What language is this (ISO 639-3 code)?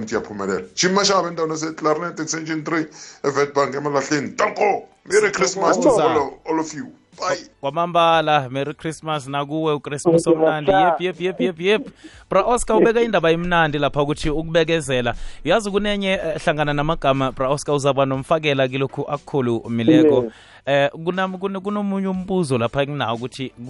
nbl